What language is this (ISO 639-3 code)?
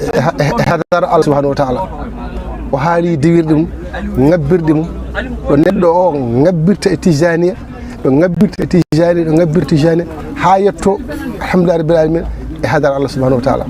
ful